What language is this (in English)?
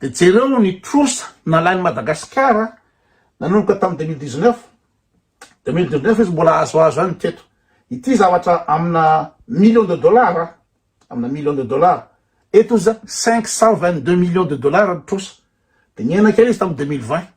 Malagasy